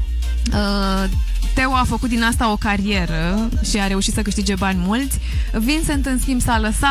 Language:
Romanian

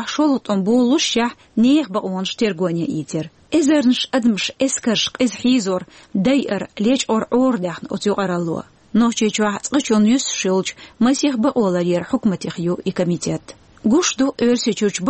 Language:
Chechen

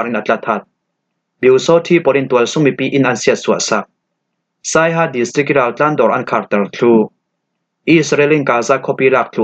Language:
Falam Chin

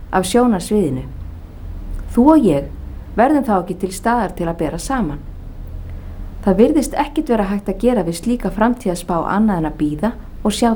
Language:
Icelandic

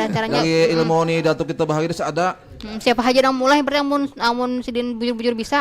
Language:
Banjar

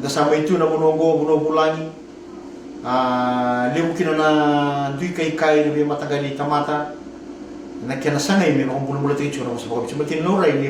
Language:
Fijian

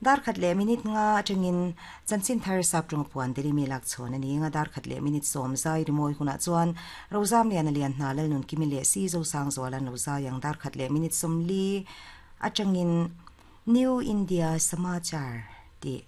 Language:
Mizo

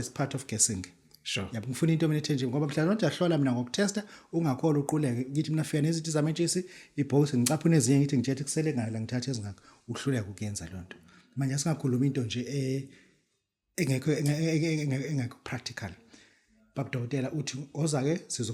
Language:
Zulu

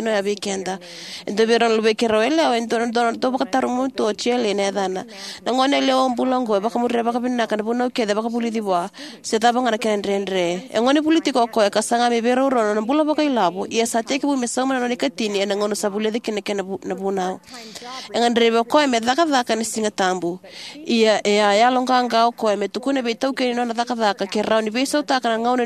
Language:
Fijian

